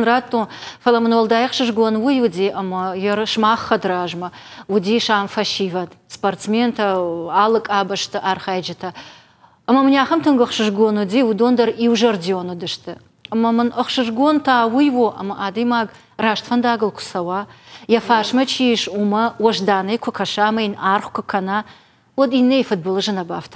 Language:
Ossetic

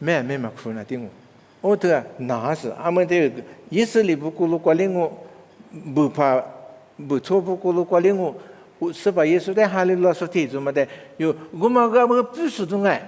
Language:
Lisu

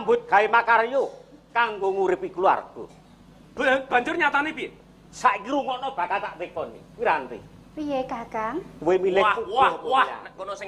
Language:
Javanese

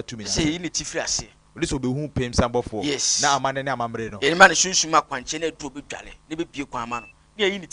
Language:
Akan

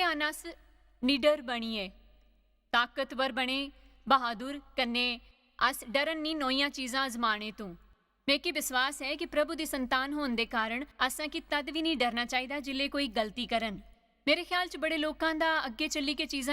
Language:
Dogri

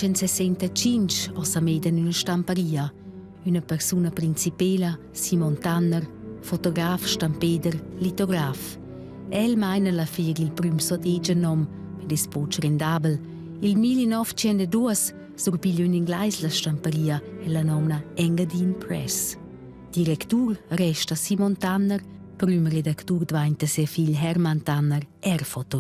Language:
Romansh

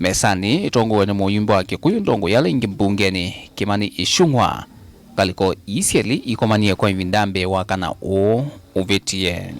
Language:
Kamba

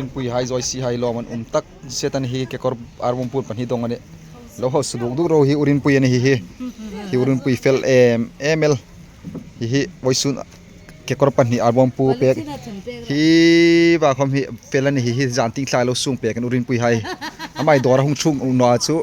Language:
Hmar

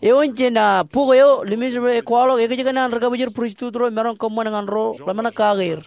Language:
Marshallese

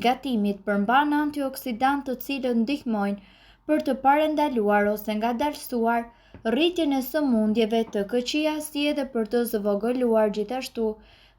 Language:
Albanian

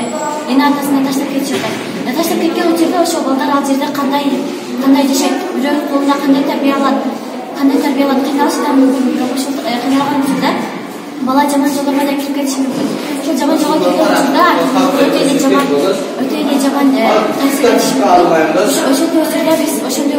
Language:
Kyrgyz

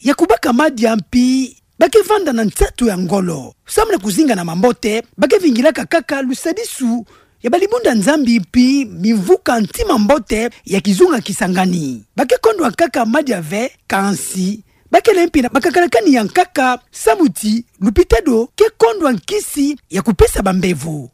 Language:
Kituba (Democratic Republic of Congo)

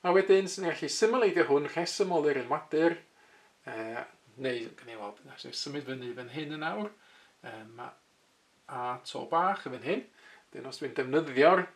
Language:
Welsh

